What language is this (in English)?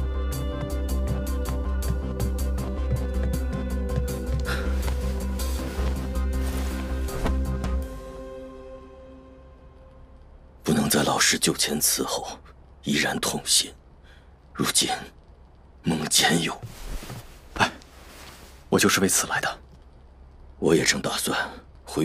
Chinese